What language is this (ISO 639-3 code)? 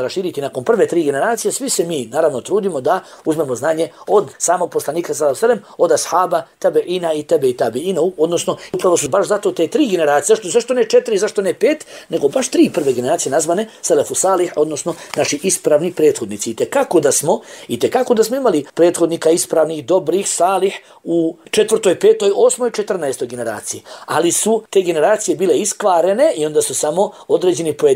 bos